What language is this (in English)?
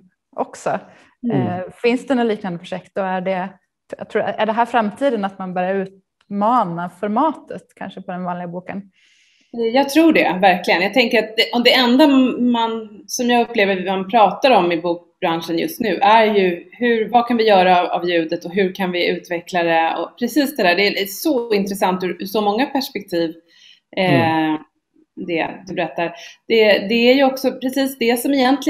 Swedish